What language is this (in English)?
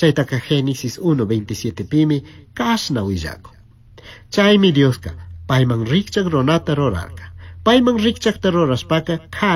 Chimborazo Highland Quichua